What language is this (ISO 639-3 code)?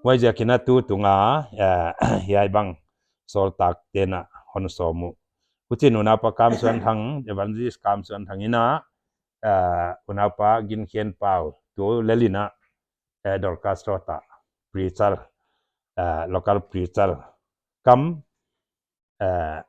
pck